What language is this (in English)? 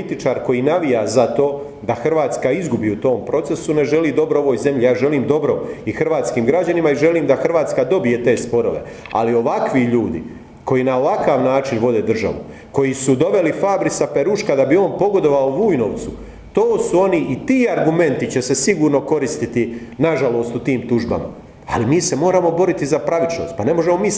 Croatian